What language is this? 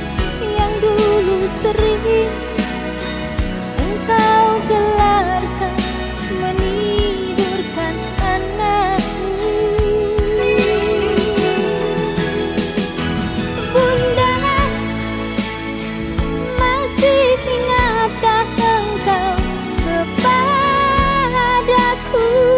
Indonesian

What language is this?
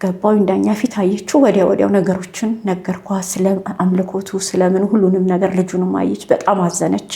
Amharic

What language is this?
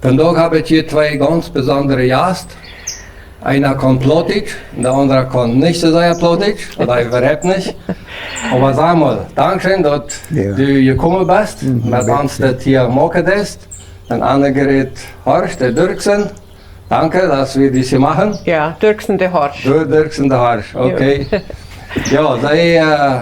Plautdietsch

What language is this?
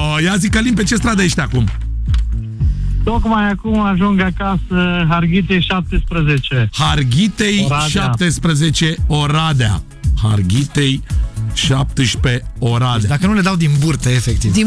Romanian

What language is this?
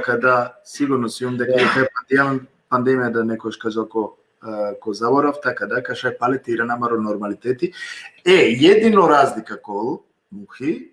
Balkan Romani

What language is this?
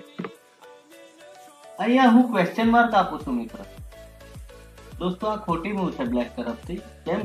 Gujarati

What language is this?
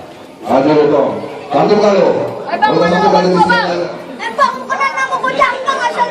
Betawi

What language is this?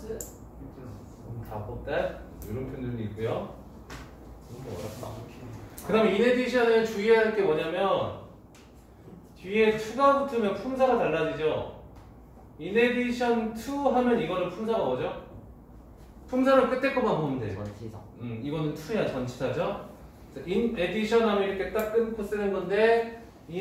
Korean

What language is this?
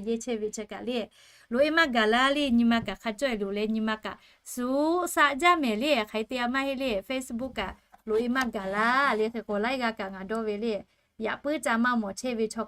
Lahu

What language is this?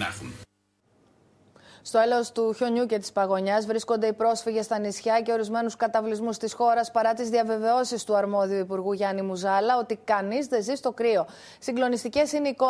Greek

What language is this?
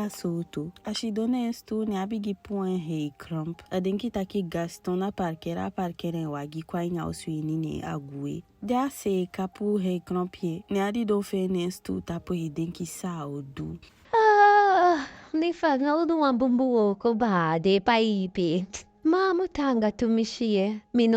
Eastern Maroon Creole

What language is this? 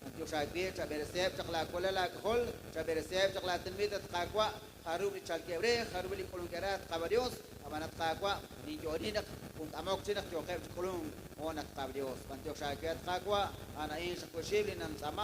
Kekchí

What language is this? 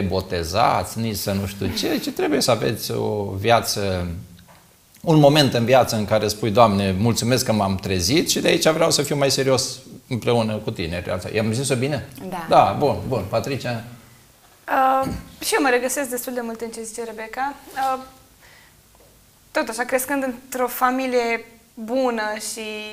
Romanian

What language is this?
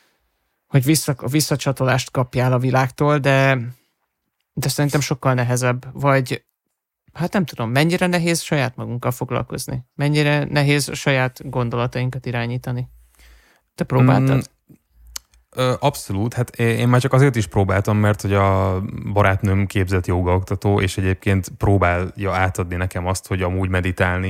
Hungarian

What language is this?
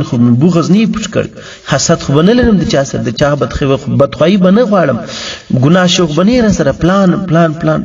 Pashto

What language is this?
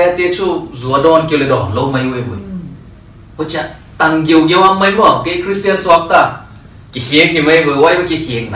Paite Chin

